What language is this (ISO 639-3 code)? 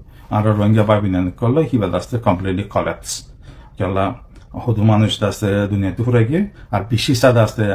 rhg